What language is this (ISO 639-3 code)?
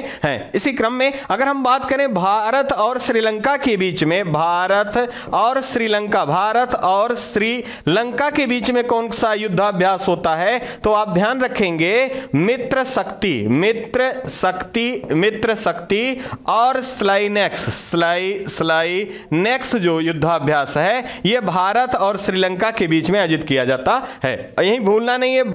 hin